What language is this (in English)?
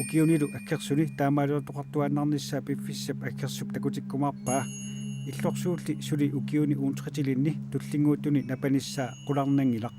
Kalaallisut